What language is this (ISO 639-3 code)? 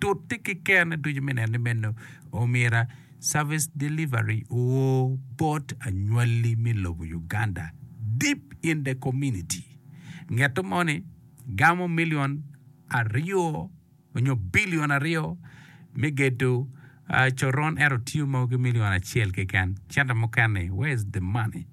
ach